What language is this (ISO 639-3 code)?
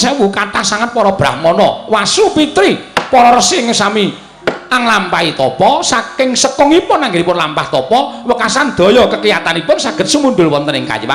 jav